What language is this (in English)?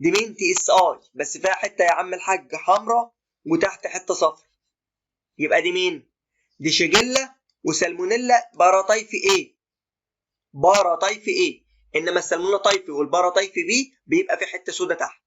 Egyptian Arabic